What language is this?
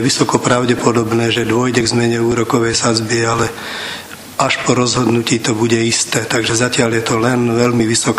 Slovak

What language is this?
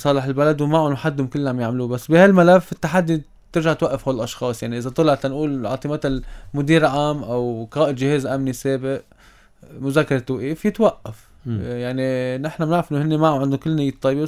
North Levantine Arabic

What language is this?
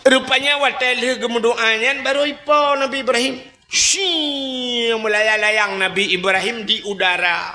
Achinese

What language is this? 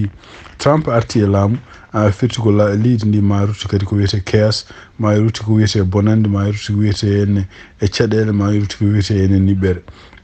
Fula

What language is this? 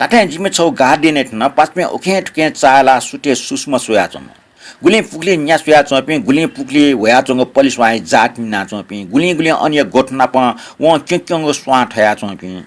Newari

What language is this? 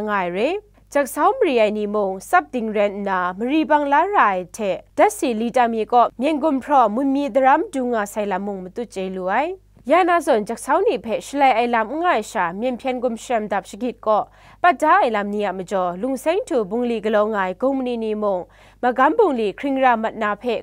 Kachin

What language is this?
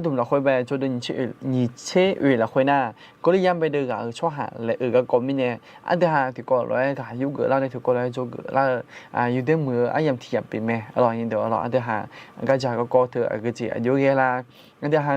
Akha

